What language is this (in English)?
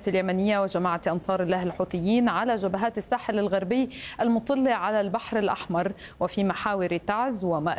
Arabic